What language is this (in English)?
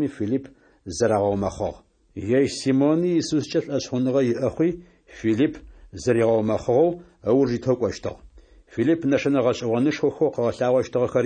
Adyghe